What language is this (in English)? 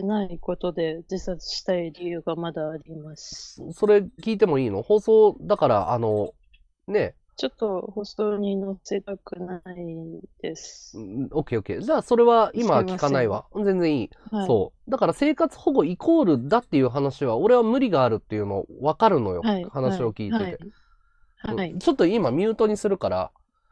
Japanese